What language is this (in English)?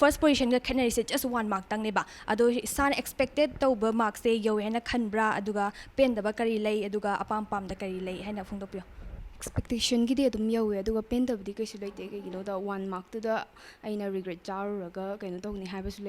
Manipuri